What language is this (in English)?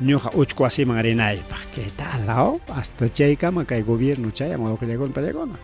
Ayacucho Quechua